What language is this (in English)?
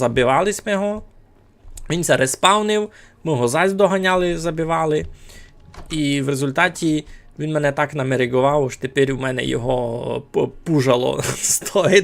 Rusyn